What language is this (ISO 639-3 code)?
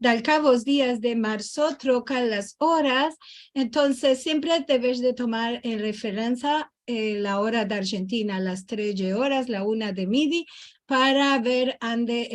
lad